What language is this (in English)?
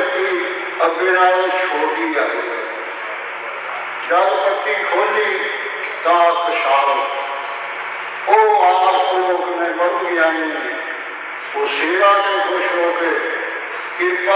Punjabi